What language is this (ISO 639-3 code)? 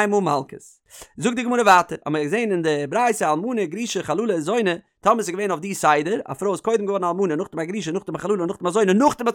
yid